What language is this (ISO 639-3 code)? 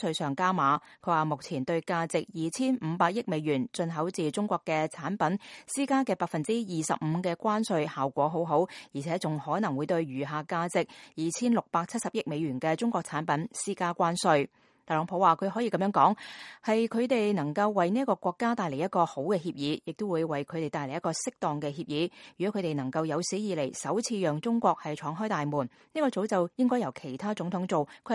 yue